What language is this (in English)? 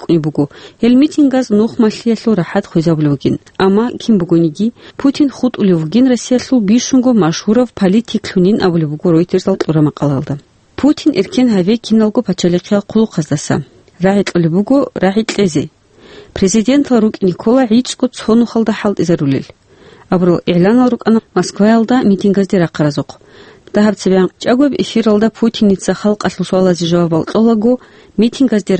Avaric